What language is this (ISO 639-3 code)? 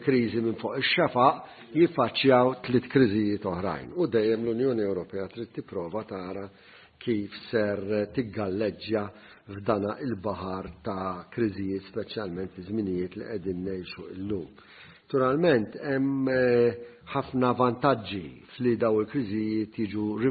mlt